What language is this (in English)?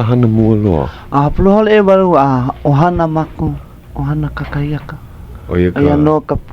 Hawaiian